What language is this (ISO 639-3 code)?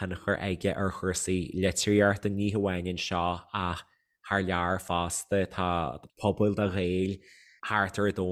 gle